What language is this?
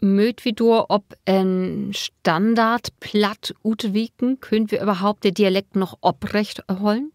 Low German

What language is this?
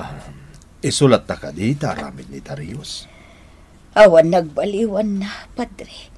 Iloko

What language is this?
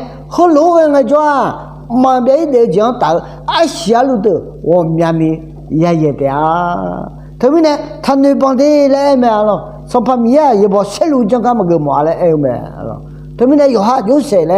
Akha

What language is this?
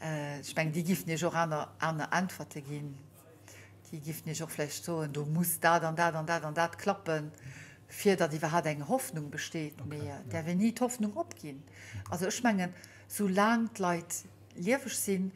Luxembourgish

